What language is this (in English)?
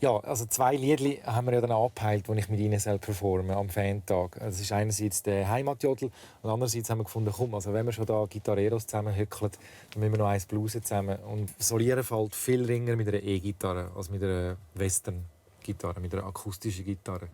Swiss German